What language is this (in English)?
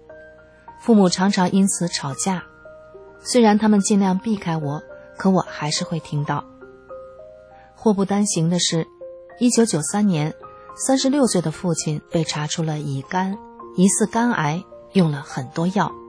Chinese